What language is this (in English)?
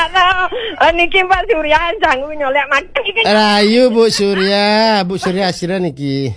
Balinese